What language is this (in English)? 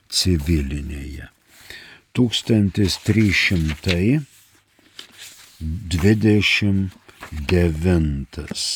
Lithuanian